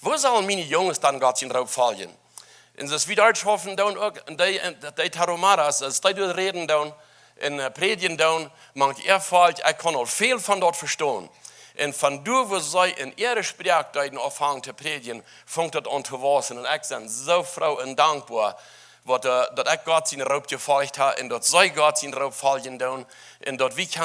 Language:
Plautdietsch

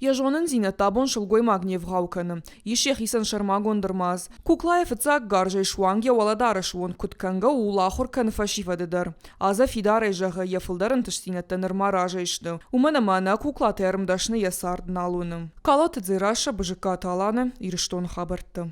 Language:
Ossetic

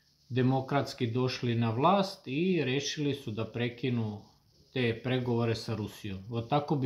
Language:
Serbian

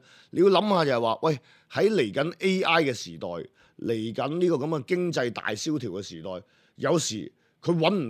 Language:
Cantonese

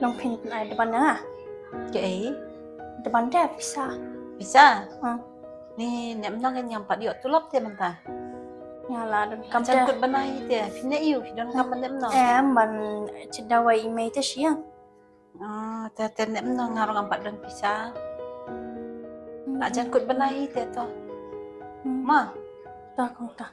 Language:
Khasi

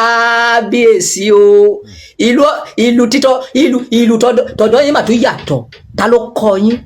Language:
Yoruba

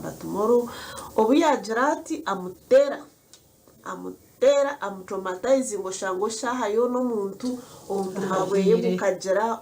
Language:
Nyankole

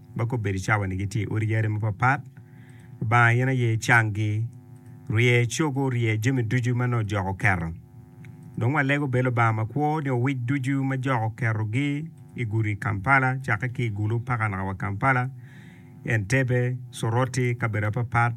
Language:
Acoli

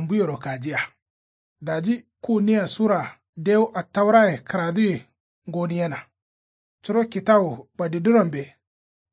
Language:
Kanuri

